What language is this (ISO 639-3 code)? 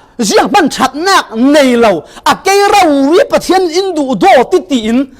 cfm